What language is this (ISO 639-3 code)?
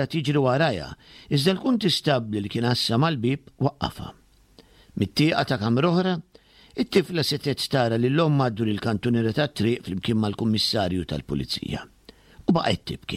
mlt